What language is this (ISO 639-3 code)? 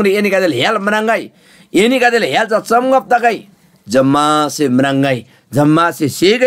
taj